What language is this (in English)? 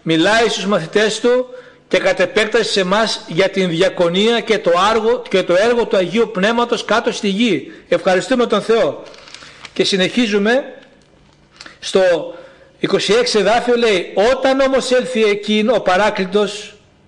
Greek